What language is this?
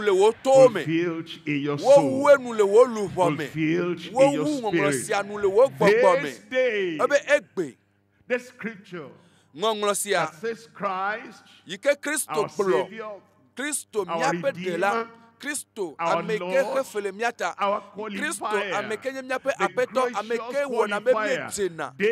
Ewe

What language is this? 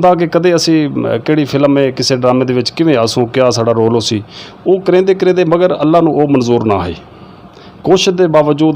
Saraiki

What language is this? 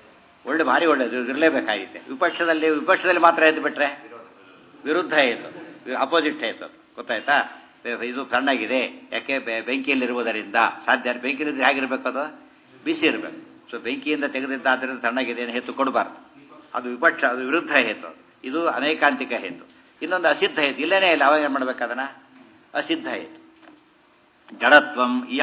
Kannada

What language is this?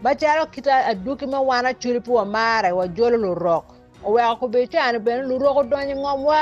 Acoli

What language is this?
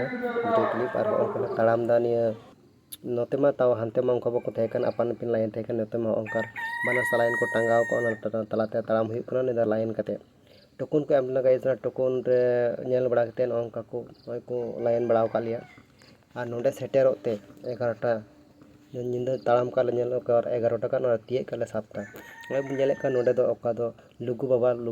Santali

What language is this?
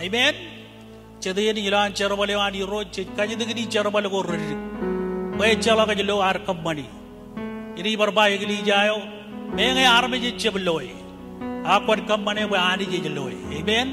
Marshallese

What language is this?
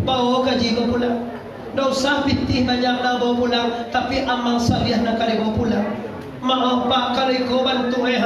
Minangkabau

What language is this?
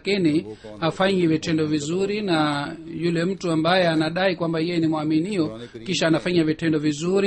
Swahili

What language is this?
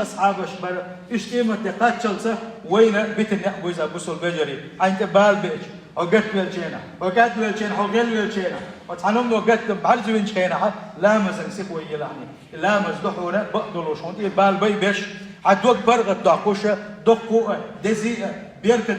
Chechen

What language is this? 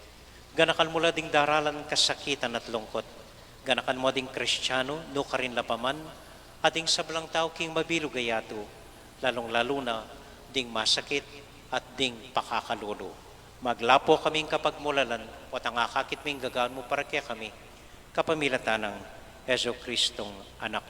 Pampanga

